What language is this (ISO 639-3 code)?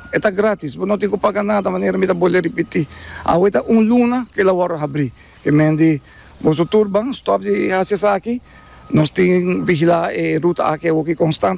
pap